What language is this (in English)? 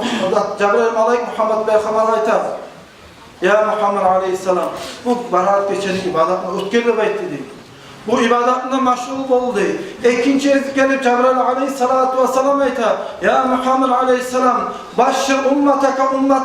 Kumyk